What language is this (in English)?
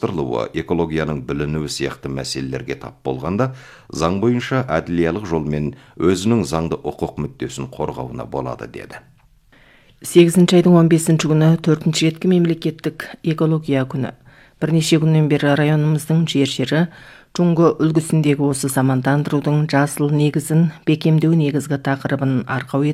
Kazakh